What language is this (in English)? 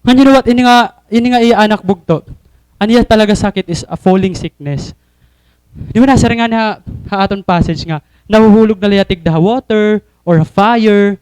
Waray